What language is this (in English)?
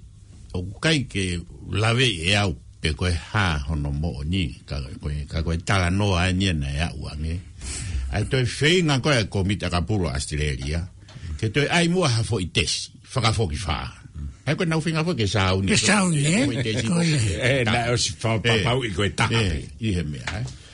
Tongan